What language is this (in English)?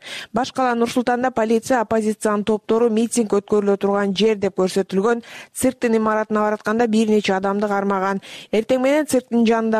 Kyrgyz